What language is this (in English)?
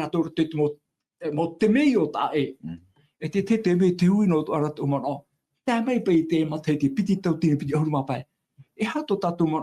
Tahitian